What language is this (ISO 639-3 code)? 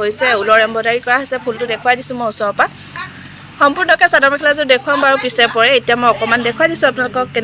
asm